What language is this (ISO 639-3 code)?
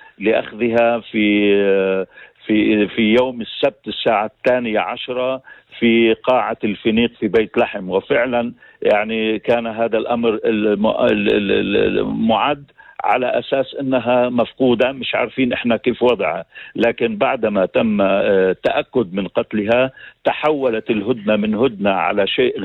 apc